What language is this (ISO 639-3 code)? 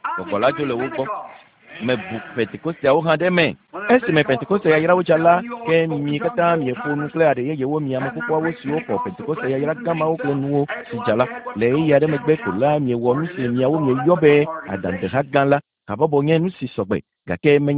ewe